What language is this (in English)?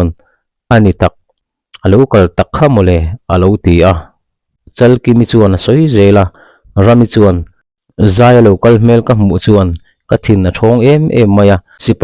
Mizo